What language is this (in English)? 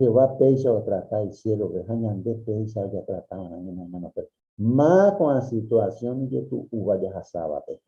Guarani